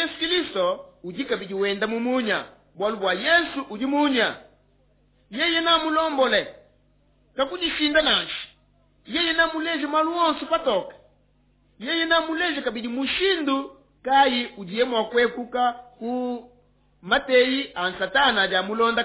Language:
Luba-Lulua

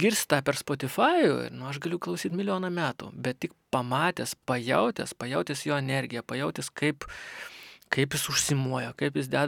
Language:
Lithuanian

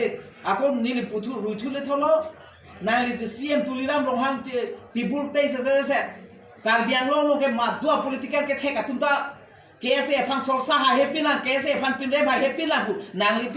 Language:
Karbi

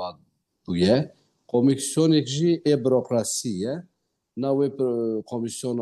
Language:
Kurdish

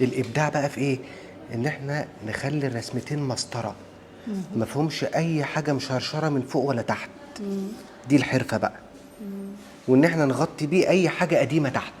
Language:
Egyptian Arabic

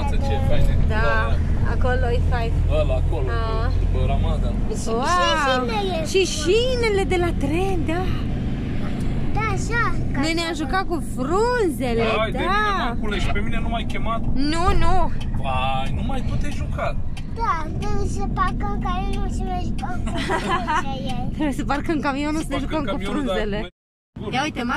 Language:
Romanian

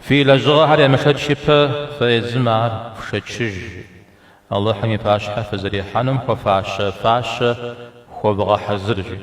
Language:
Kabardian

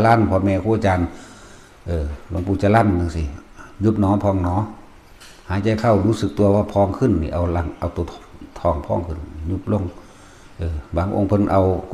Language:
Northeastern Thai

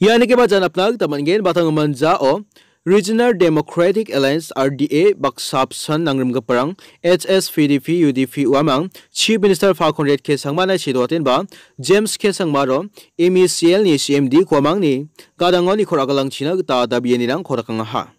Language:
Garo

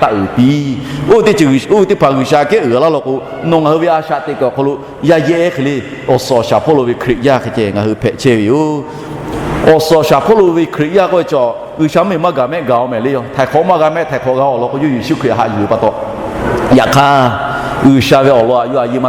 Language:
Lahu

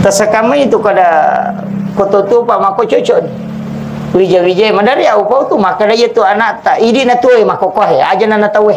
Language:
Buginese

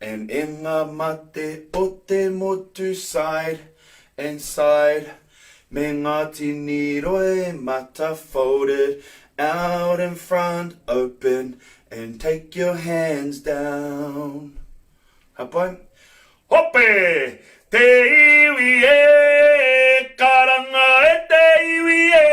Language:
Māori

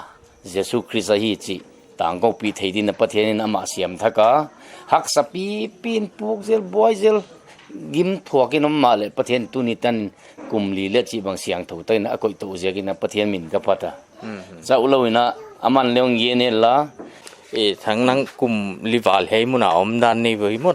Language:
Paite Chin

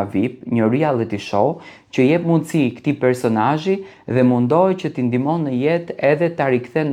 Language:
Albanian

